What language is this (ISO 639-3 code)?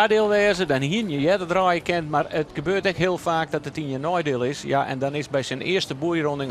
fry